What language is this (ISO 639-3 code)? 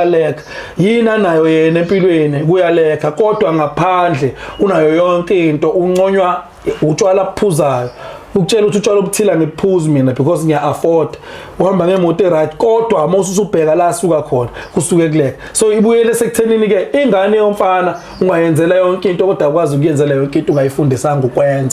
zul